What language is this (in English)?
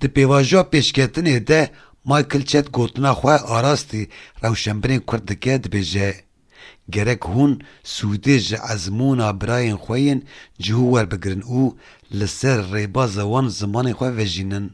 Kurdish